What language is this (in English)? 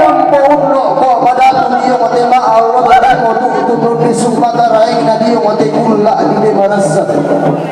Toraja-Sa'dan